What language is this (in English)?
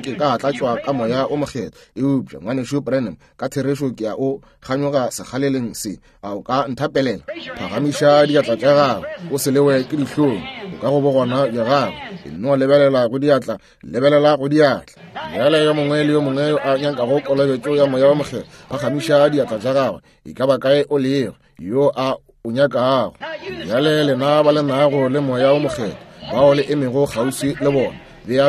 Northern Sotho